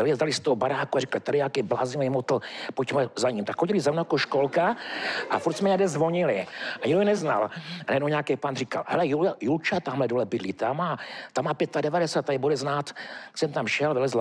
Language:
Czech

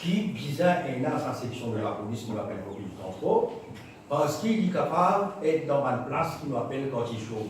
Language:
Morisyen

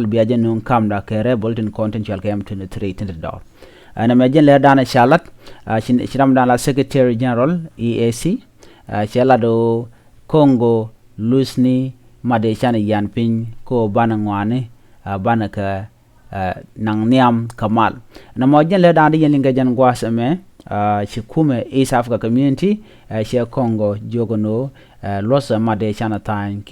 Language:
Nuer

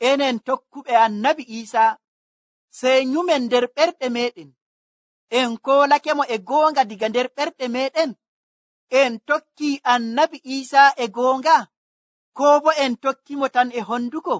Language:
Nigerian Fulfulde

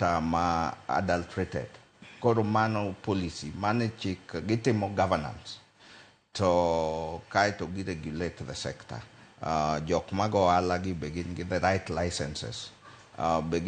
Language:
Luo (Kenya and Tanzania)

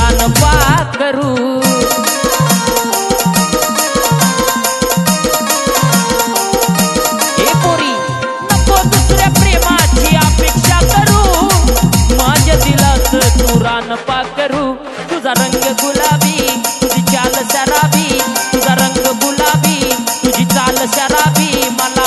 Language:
Marathi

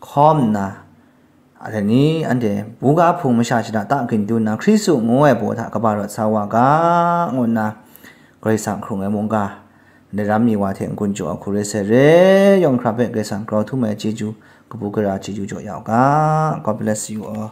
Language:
Kachin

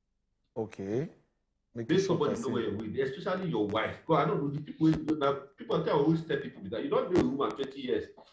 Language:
Nigerian Pidgin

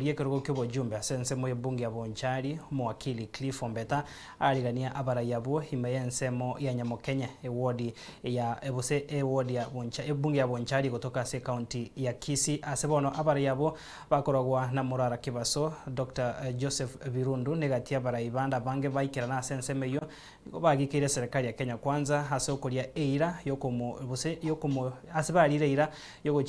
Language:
Gusii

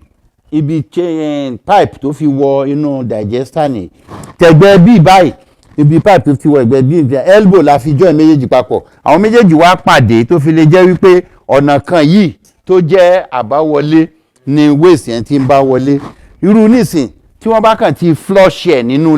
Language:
Yoruba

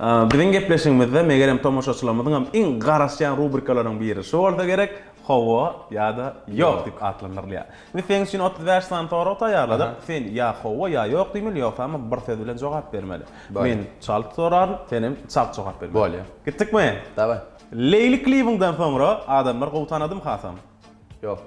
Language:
Turkmen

